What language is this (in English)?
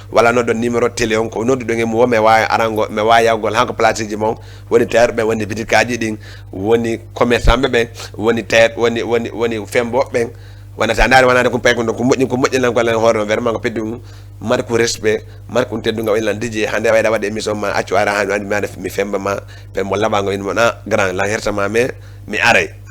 Fula